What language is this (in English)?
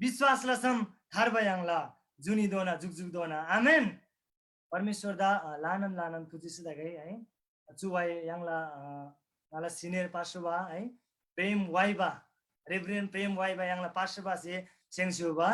Eastern Tamang